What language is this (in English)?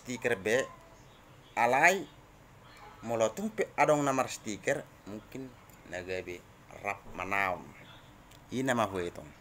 Batak Toba